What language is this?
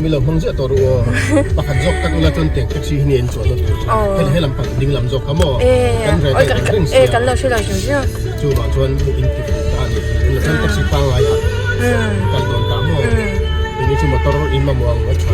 Mizo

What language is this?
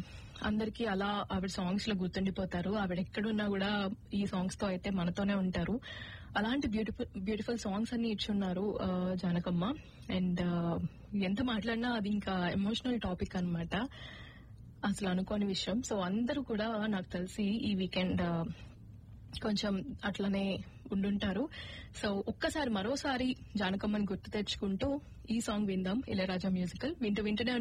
Telugu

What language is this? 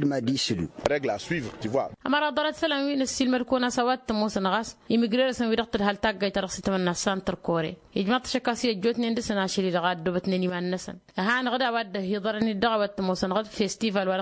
Tamasheq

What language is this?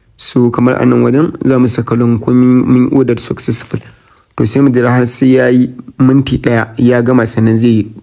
Hausa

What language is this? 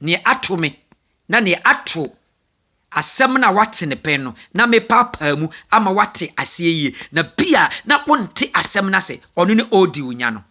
Akan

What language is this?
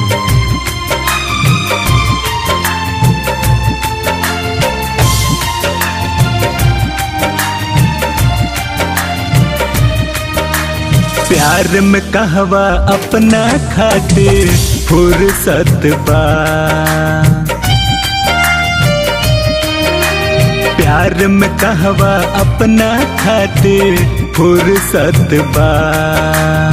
Bhojpuri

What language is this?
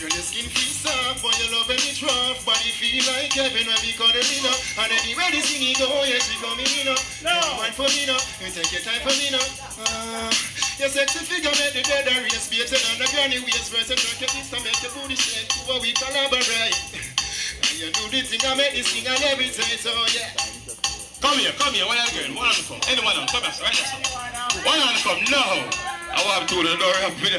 Jamaican Creole English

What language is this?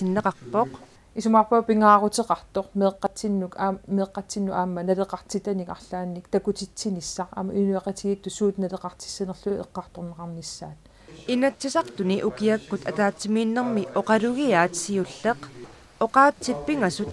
Kalaallisut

